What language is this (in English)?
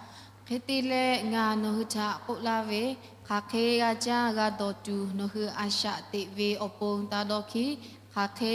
Lahu